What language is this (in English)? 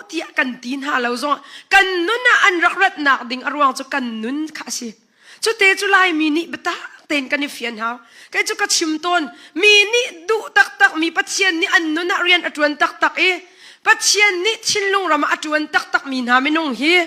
Hakha Chin